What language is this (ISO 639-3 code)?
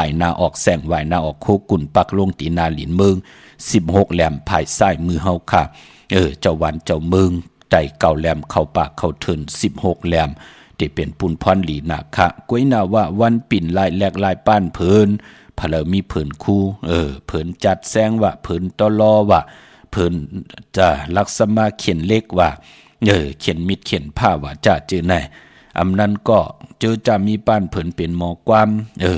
shn